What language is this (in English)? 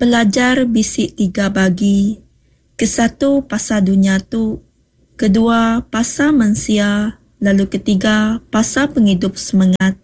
Iban